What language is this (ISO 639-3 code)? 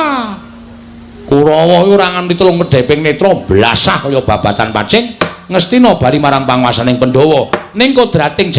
jav